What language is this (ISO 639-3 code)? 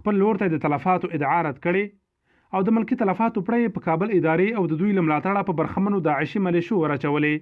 pus